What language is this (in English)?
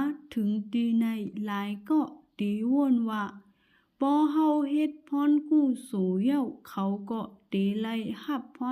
Shan